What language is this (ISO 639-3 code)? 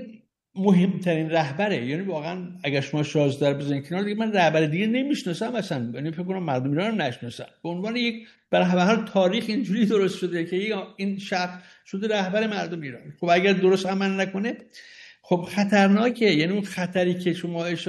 fas